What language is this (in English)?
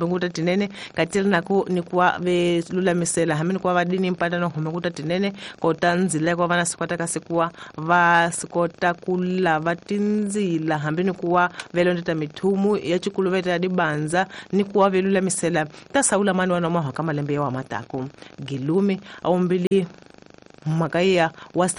Tsonga